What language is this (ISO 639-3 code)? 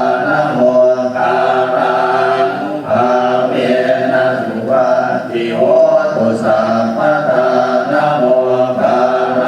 pli